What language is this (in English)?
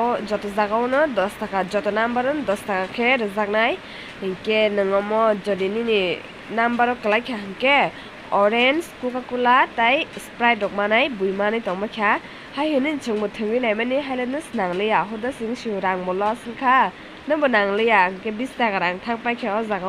Kok Borok